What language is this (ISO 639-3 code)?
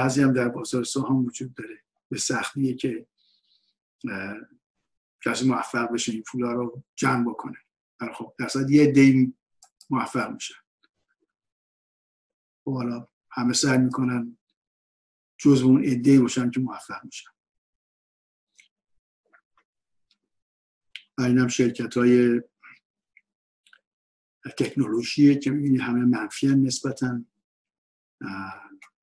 fas